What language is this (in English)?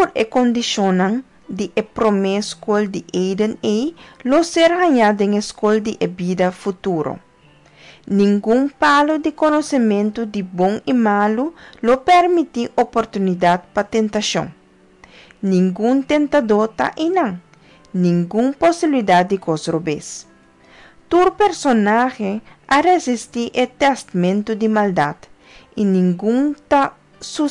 Papiamento